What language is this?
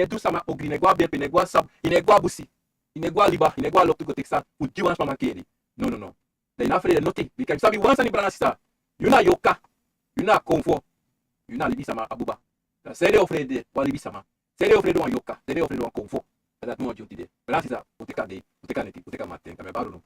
Sranan Tongo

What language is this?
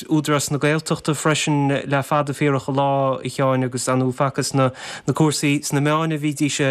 Irish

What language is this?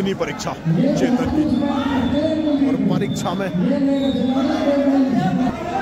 Hindi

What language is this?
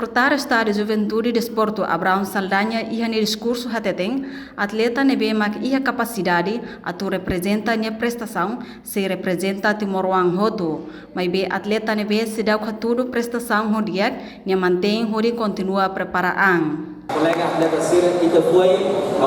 Tetum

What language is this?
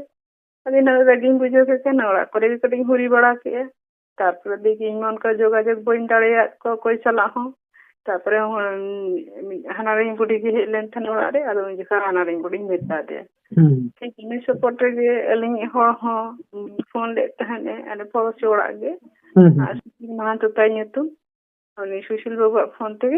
Santali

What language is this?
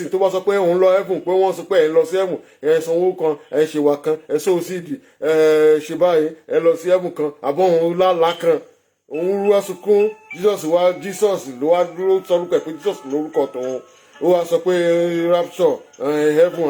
Yoruba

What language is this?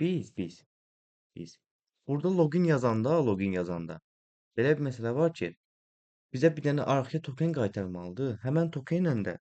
Azerbaijani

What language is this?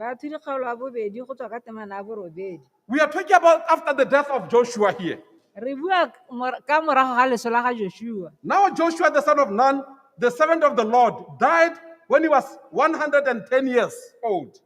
Tswana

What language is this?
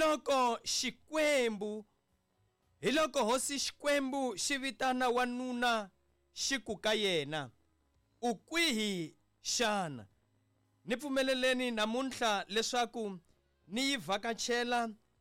Tsonga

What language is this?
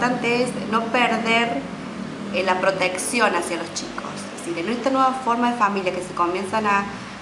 Spanish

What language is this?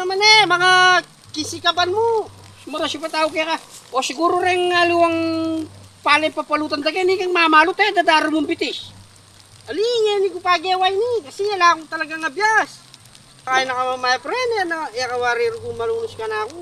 Pampanga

